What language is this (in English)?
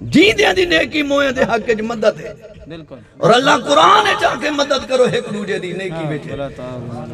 Saraiki